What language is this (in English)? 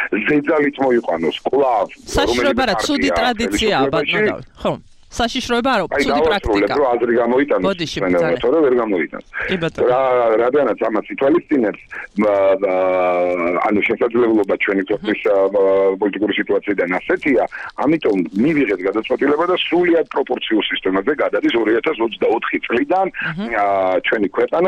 Georgian